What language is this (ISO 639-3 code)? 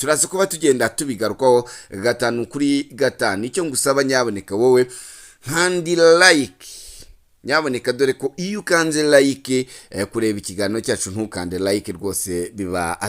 kin